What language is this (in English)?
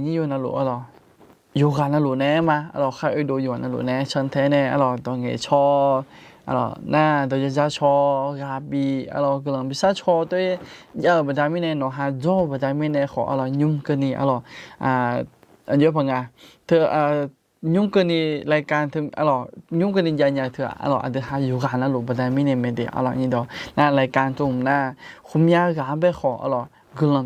Akha